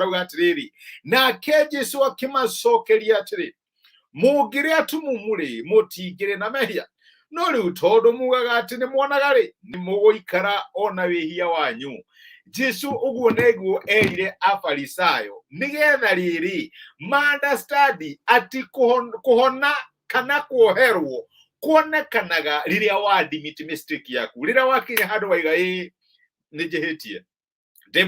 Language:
Kikuyu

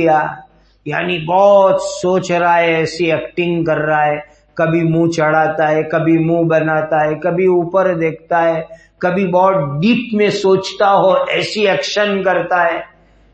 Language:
Urdu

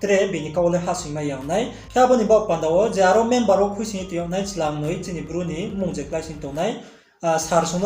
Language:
Riang (India)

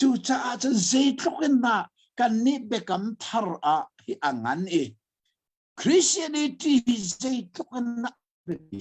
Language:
Hakha Chin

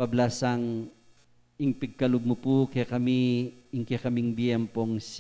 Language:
Pampanga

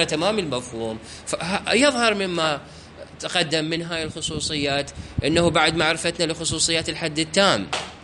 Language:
Mesopotamian Arabic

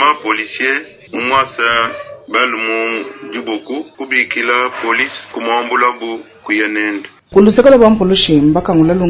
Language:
Luba-Lulua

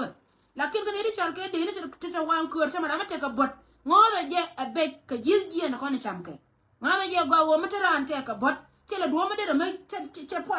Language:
Nuer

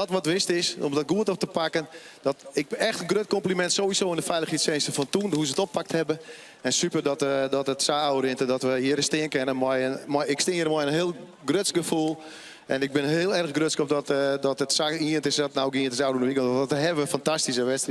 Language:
Western Frisian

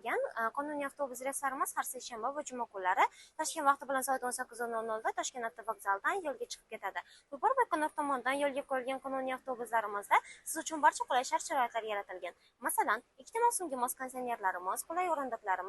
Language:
Uzbek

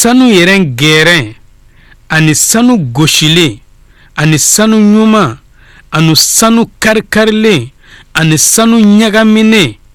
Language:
Bambara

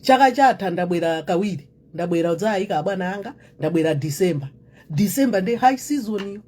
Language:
Nyanja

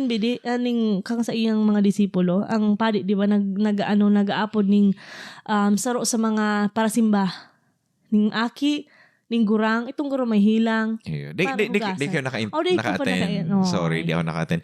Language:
Bikol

